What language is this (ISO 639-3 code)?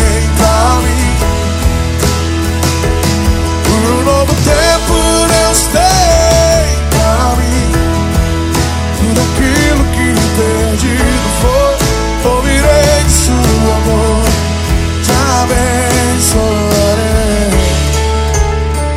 por